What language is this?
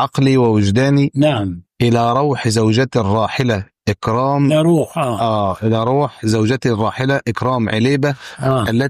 Egyptian Arabic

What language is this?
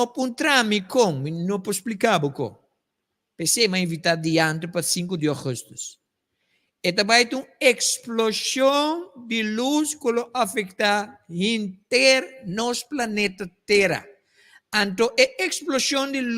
Papiamento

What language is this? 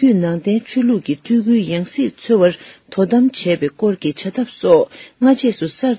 Tibetan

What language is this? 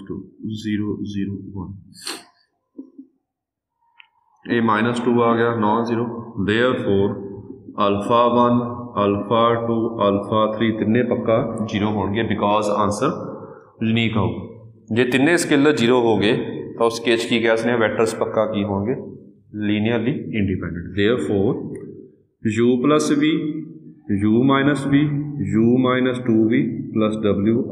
Punjabi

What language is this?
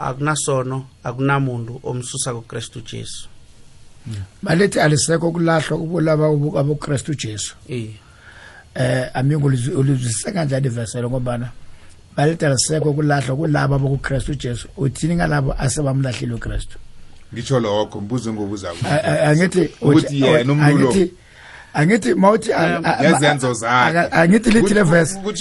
South Ndebele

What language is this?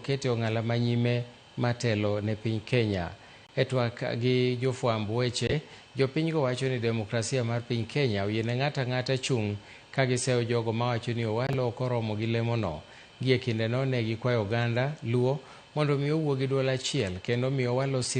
Luo (Kenya and Tanzania)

